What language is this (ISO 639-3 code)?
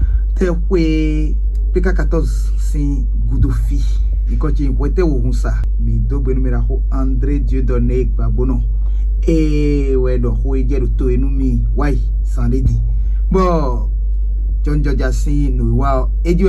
fon